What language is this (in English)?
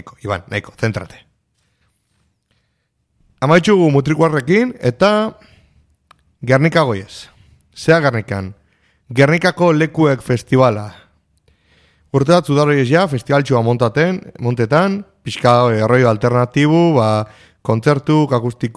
Basque